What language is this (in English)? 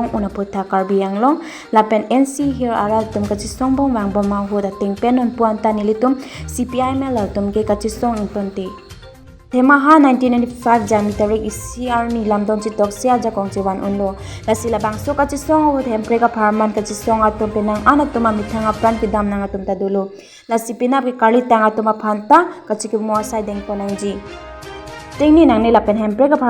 Karbi